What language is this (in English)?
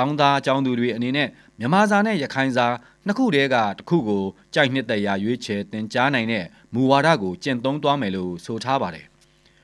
Burmese